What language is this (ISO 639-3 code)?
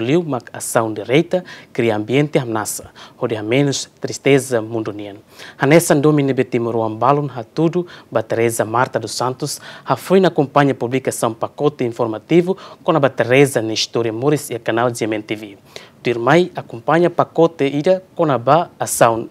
tet